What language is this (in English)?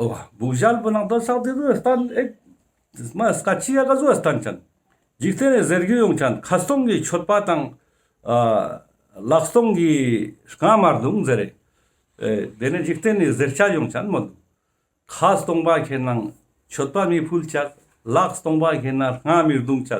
Ladakhi